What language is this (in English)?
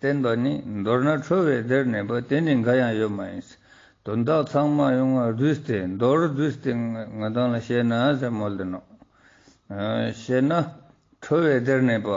Ladakhi